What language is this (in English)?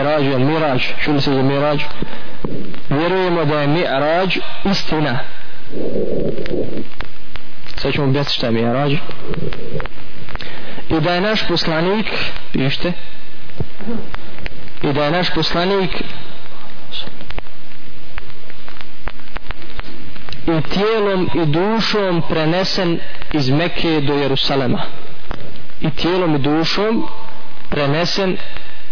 Bosnian